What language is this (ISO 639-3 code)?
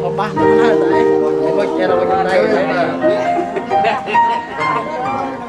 cmo